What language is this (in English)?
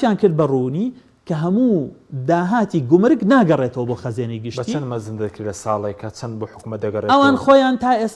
Central Kurdish